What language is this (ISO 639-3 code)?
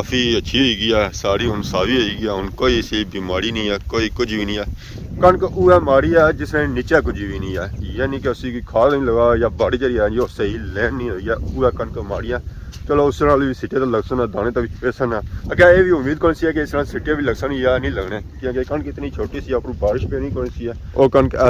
phr